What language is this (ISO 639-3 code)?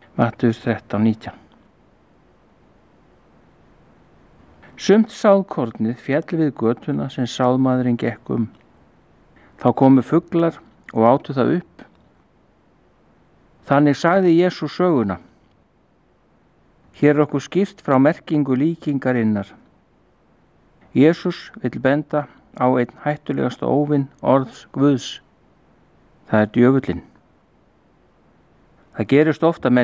isl